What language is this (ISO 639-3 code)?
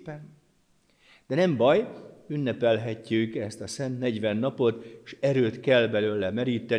hun